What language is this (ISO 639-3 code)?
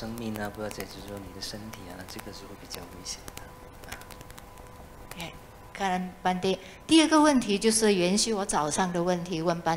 zho